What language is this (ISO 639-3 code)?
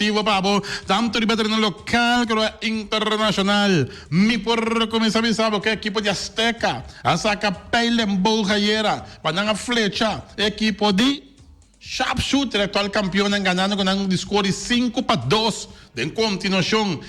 pap